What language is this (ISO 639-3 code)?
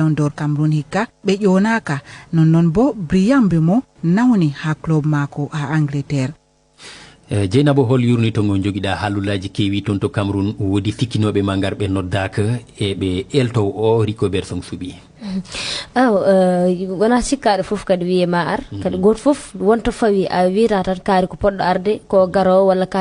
ful